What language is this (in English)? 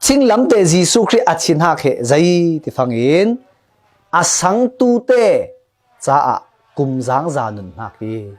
Falam Chin